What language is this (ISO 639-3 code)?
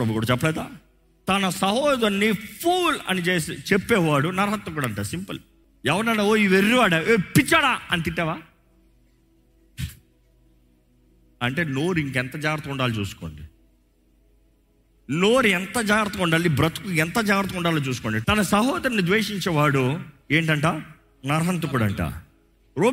tel